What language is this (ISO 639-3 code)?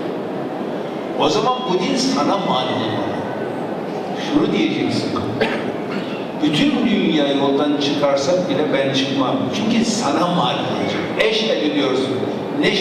tur